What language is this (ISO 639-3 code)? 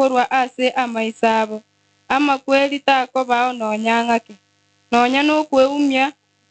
guz